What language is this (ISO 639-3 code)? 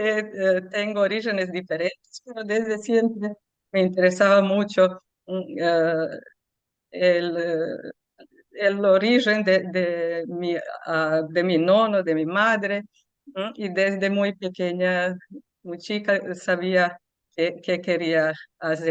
lad